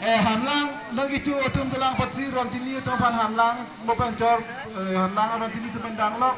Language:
Karbi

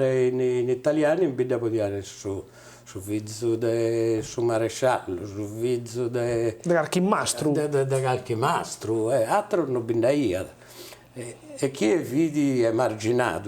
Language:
Sardinian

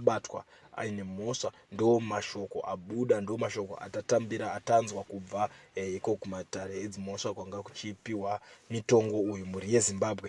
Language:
Shona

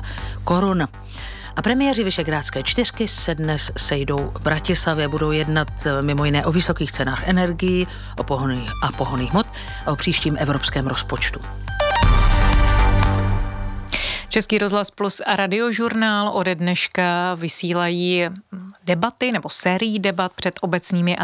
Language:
Czech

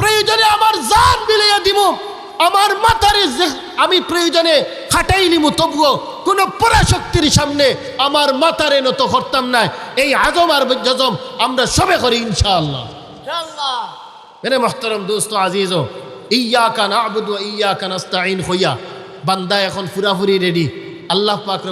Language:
Sylheti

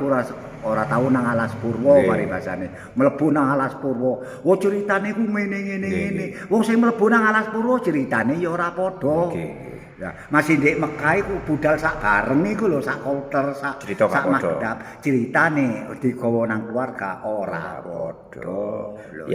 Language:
Javanese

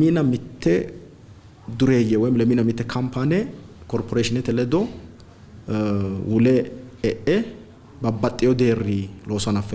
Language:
Sidamo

